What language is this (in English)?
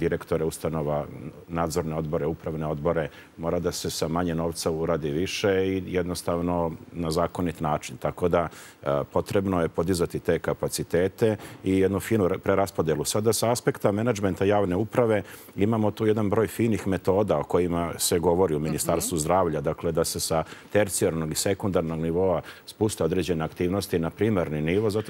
Serbian